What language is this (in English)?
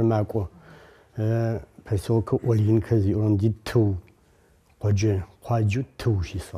Adyghe